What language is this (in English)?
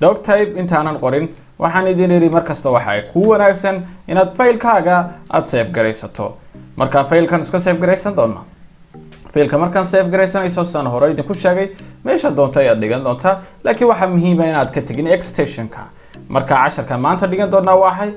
Somali